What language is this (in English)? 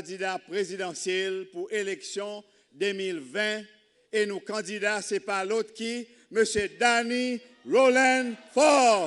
Seselwa Creole French